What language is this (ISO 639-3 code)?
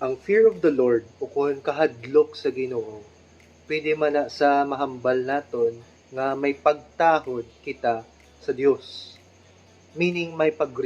hil